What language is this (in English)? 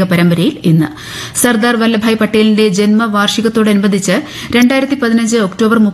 Malayalam